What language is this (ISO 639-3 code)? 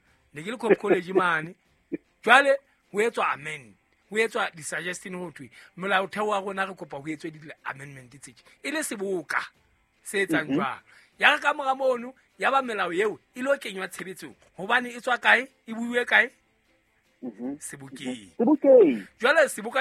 sot